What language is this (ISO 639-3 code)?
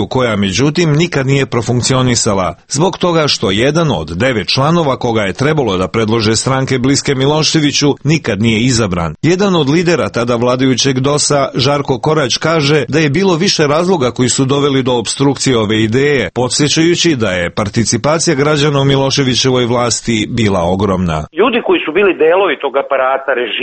srp